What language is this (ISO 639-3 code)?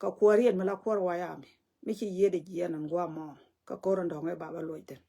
nus